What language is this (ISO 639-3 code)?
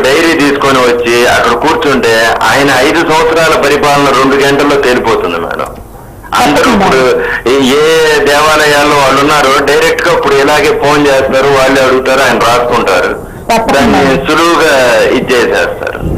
tel